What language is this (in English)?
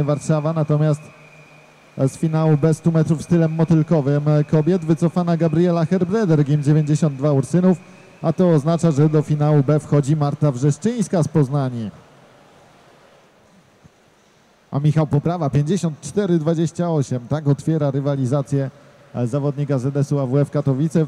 Polish